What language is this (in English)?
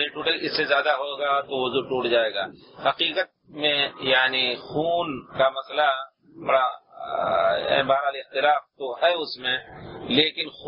Urdu